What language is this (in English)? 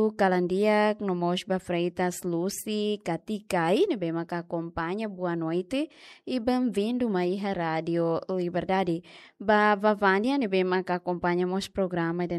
Tetum